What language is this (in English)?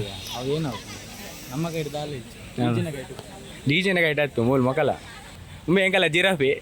Tulu